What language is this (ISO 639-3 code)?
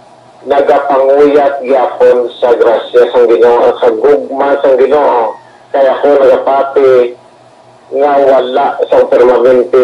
hil